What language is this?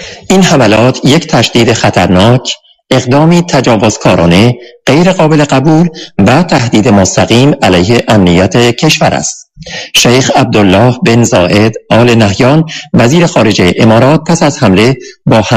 Persian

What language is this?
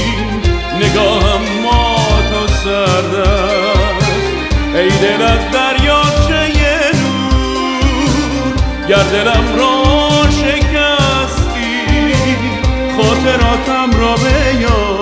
Persian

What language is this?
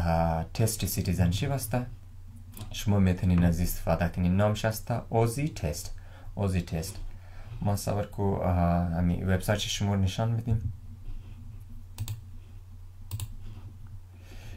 Persian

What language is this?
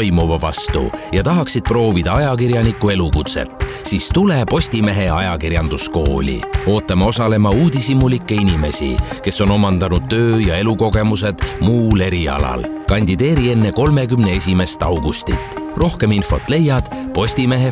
Estonian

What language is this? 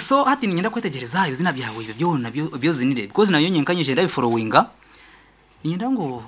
Nyankole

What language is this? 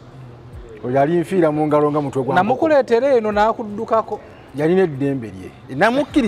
Ganda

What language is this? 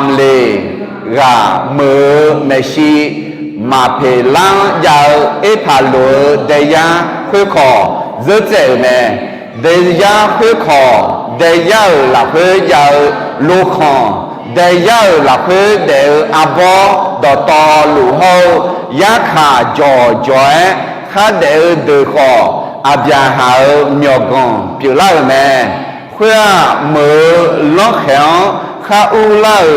Akha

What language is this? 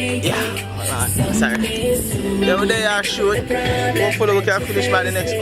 Jamaican Creole English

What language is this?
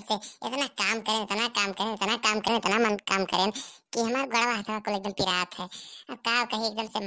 Awadhi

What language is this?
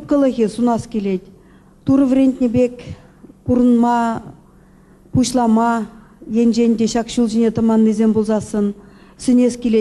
Chuvash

